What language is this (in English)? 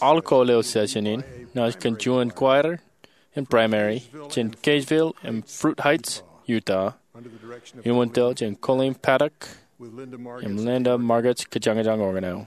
Marshallese